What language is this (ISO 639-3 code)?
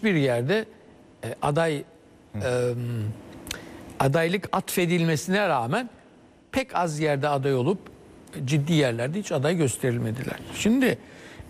tur